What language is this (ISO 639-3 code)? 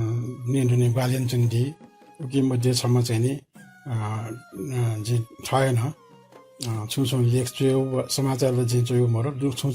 new